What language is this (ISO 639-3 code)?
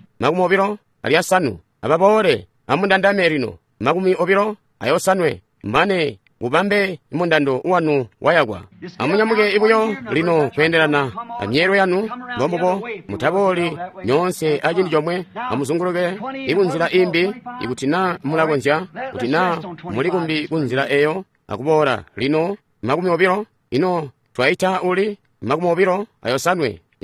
toi